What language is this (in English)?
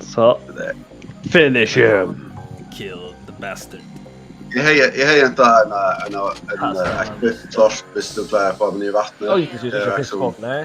Faroese